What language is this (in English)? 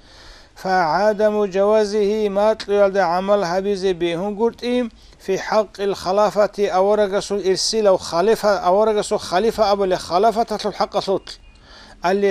Avaric